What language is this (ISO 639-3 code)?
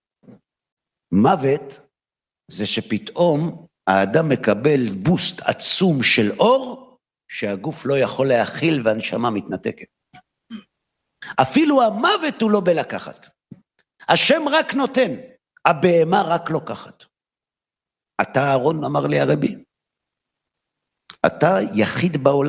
heb